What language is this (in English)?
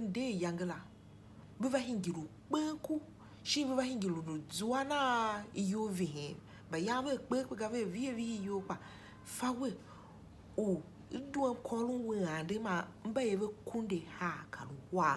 Tiv